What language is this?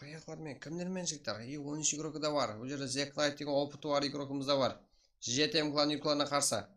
Kara-Kalpak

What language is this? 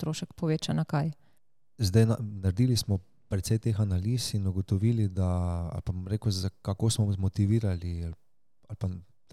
Slovenian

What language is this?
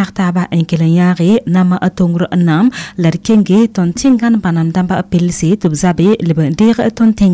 Mossi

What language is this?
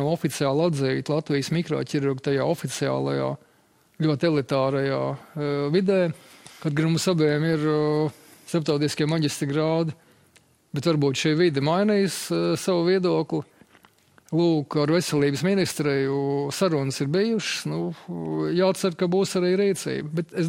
Latvian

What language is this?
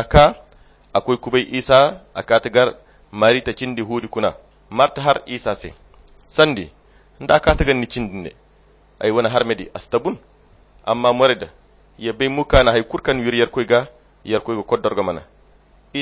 Koyra Chiini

